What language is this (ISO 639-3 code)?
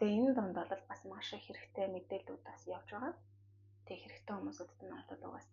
mon